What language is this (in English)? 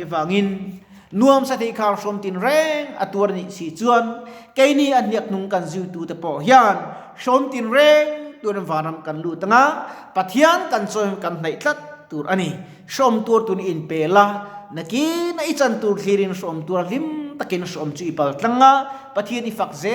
Mizo